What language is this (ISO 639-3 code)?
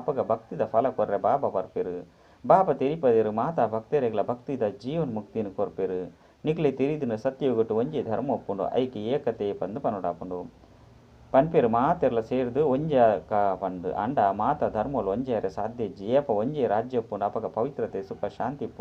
tcy